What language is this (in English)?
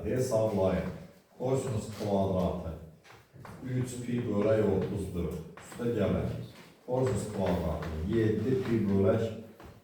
Azerbaijani